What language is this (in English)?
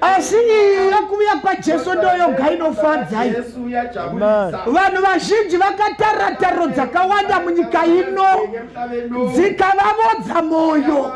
Shona